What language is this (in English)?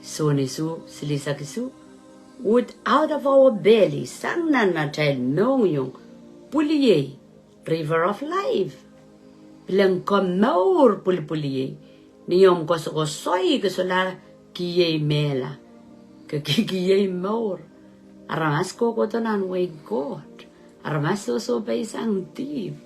Pohnpeian